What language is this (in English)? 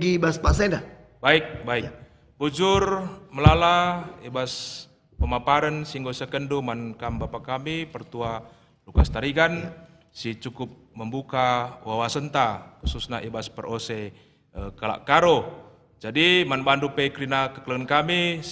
Batak Karo